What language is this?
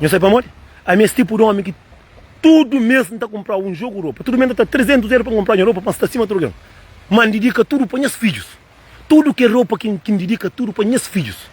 Kabuverdianu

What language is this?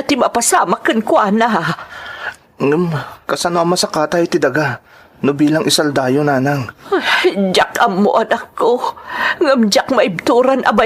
Iloko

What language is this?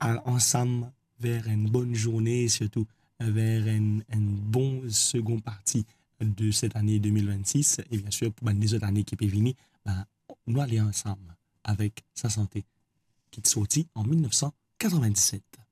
Morisyen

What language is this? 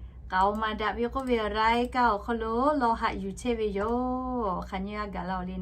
Lahu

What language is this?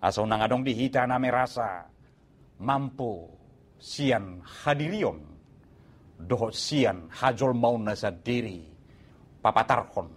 Batak Toba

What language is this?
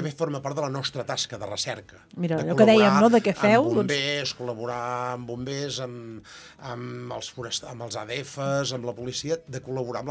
Catalan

